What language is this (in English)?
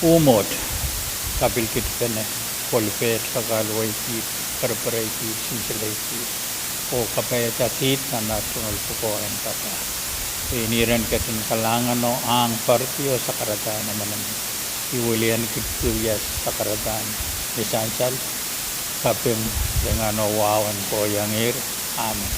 Pohnpeian